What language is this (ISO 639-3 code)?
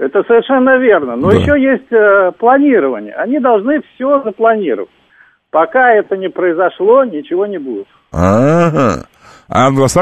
rus